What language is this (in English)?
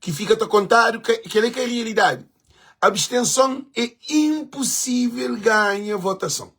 Kabuverdianu